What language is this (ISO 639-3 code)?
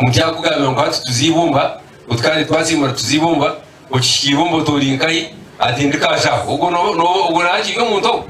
nyn